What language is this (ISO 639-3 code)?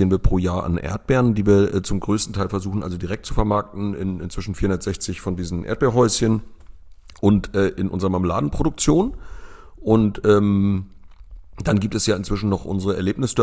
deu